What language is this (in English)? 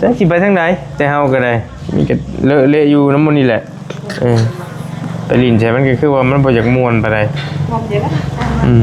Lao